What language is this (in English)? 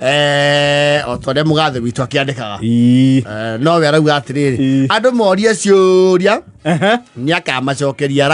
Kikuyu